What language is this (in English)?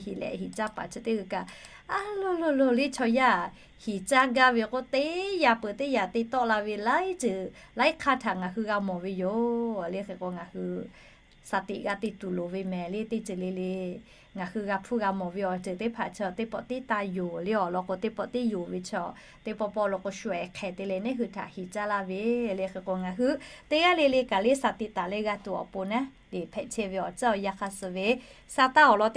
Lahu